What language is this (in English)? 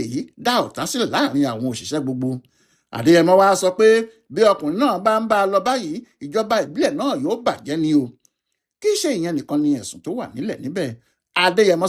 Yoruba